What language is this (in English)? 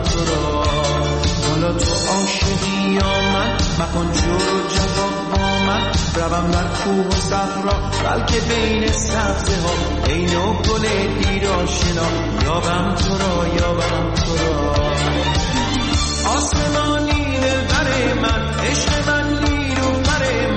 Persian